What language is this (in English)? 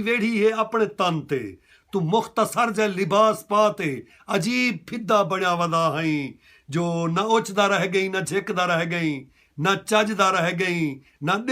Saraiki